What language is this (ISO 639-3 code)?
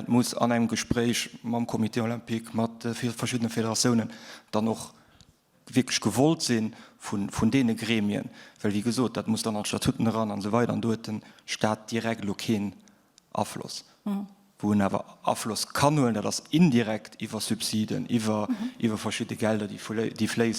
ltz